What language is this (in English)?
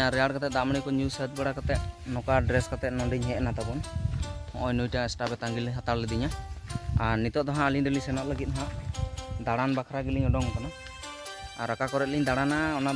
Santali